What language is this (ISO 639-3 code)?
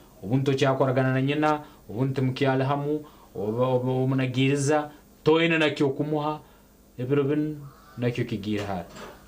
nyn